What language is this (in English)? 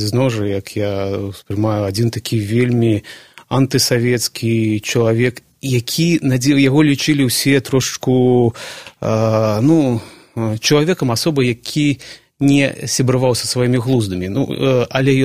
Belarusian